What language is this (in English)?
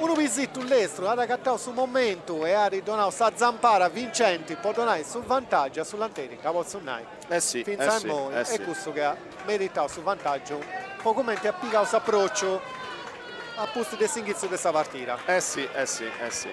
Sardinian